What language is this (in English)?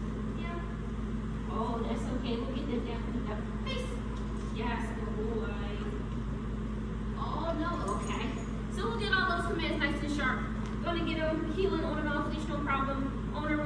English